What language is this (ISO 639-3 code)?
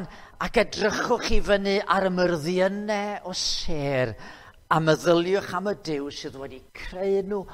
cym